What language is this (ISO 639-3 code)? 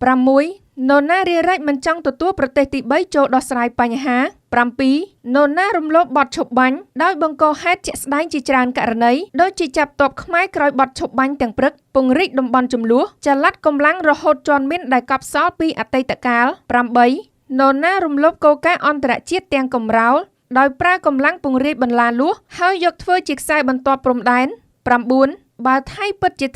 khm